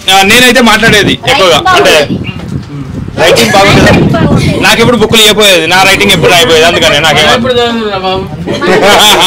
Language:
Telugu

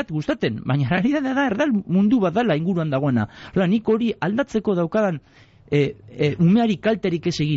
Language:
Basque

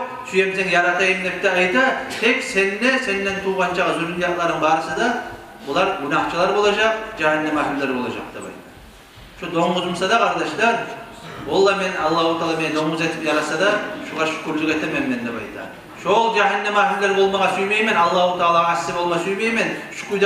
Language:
Kumyk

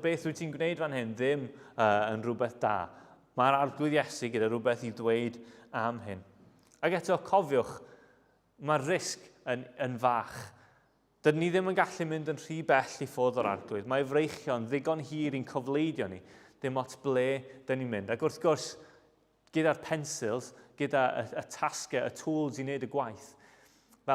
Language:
Welsh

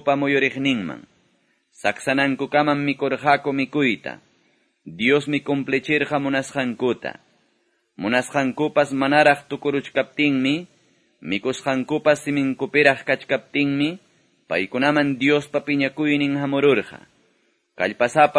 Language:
Quechua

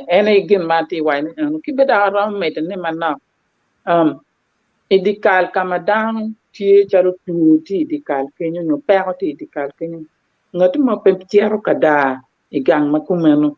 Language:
Acoli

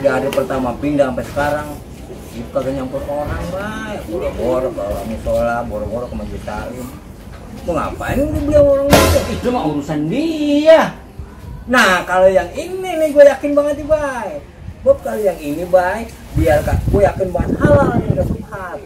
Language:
Betawi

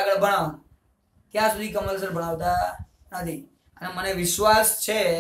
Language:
Gujarati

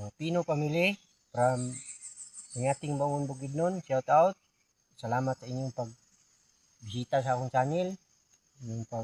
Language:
Cebuano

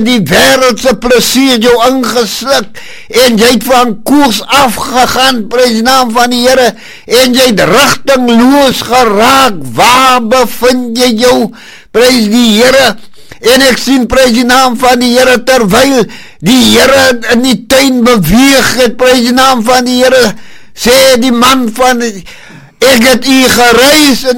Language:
Afrikaans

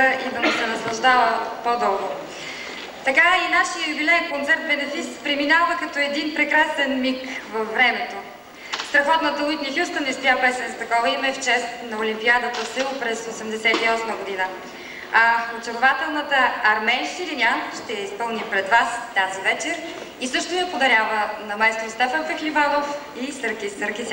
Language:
Bulgarian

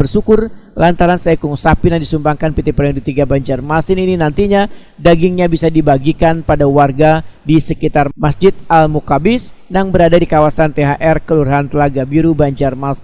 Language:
Banjar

